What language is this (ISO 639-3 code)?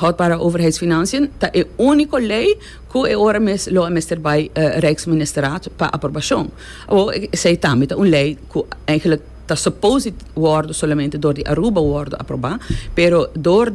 pap